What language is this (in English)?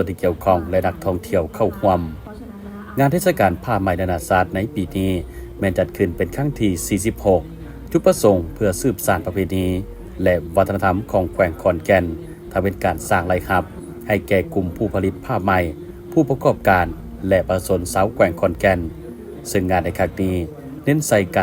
Lao